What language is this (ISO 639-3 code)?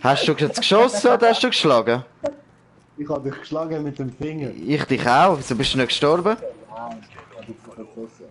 gsw